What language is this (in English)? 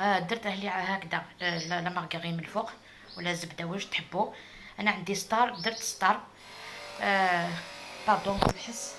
Algerian Arabic